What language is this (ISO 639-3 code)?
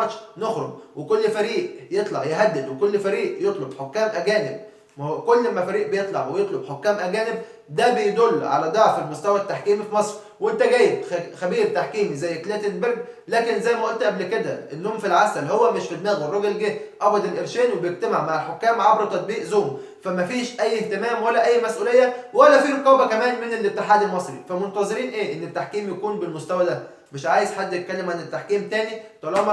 arz